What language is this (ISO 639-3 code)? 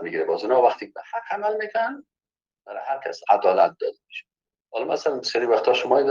fas